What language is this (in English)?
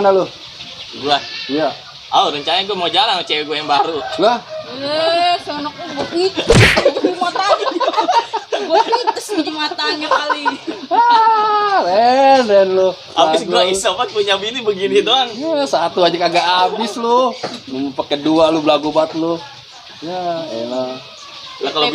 Betawi